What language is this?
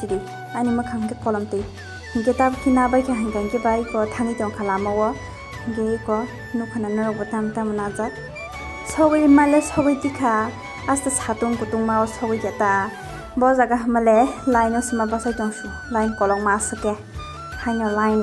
Kok Borok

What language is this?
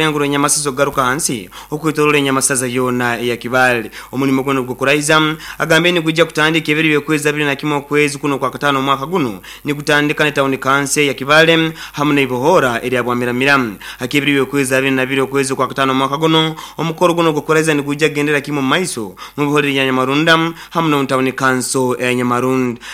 Nyoro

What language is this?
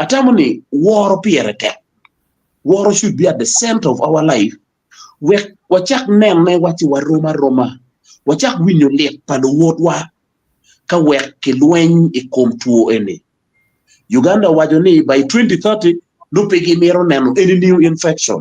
Acoli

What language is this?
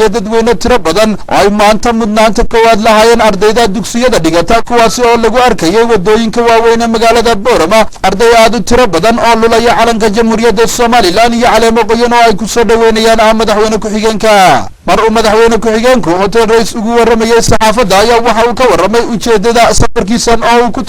Somali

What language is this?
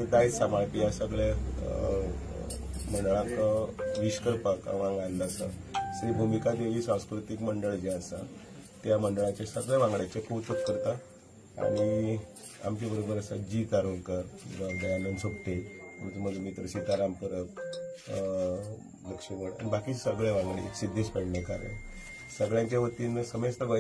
Konkani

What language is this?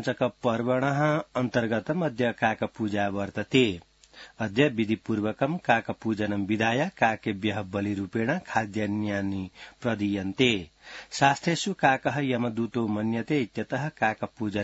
Sanskrit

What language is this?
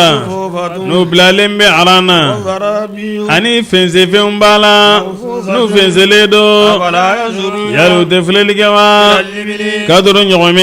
Bambara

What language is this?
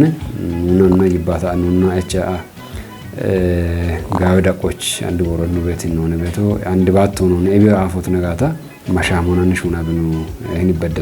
Kafa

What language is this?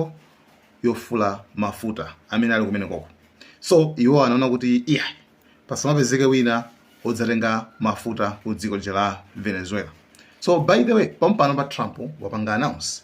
Nyanja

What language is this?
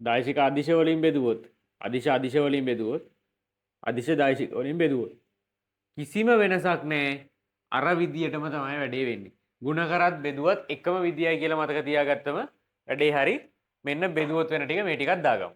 Sinhala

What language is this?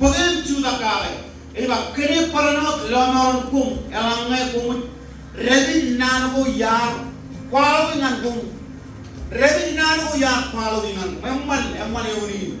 Marshallese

